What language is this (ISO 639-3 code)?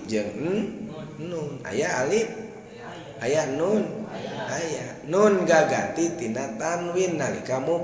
sun